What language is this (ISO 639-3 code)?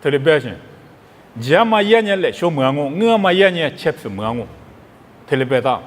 lis